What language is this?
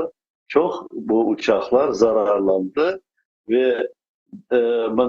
Crimean Tatar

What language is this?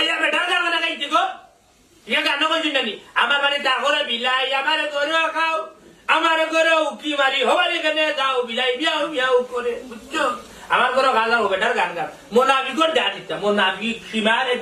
Sylheti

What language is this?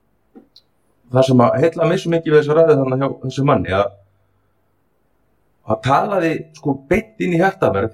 Icelandic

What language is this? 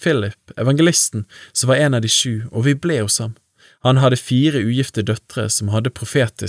Norwegian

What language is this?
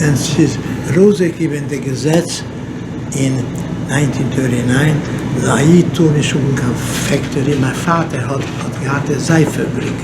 Yiddish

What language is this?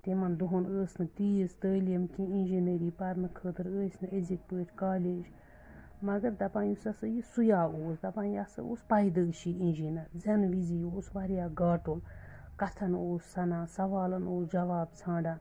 Kashmiri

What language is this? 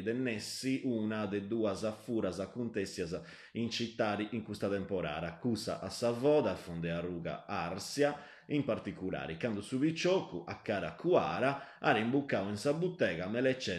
Sardinian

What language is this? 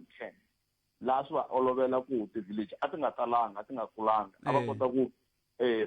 Tsonga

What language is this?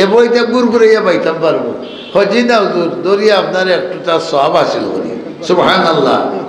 Sylheti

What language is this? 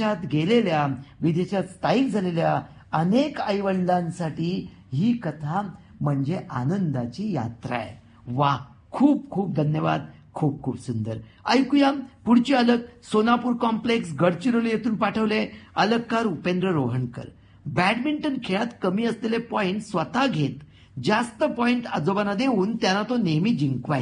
Marathi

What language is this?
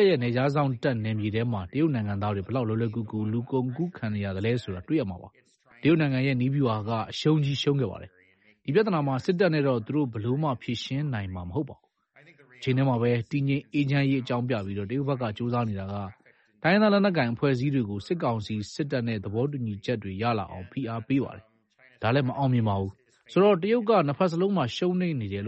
Burmese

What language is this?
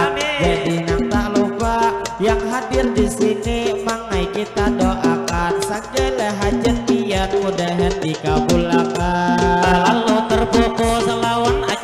Banjar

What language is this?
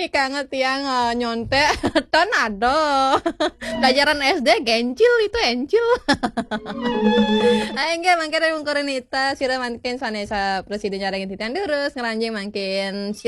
Balinese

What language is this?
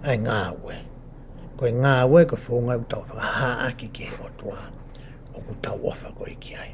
Tongan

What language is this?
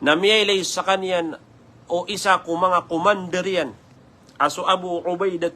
Maranao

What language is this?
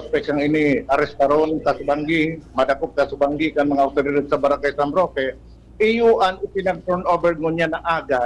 Bikol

